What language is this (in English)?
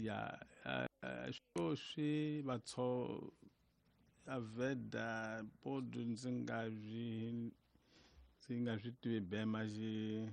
Tsonga